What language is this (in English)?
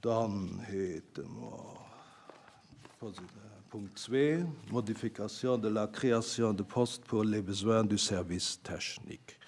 Luxembourgish